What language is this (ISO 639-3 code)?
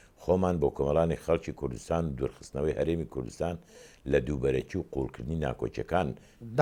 ckb